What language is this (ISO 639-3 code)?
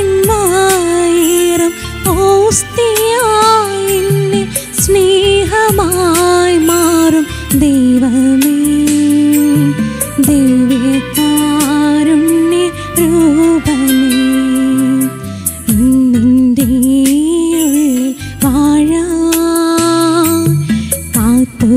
mal